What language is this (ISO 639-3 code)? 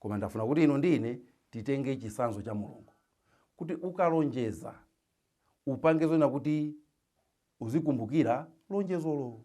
nya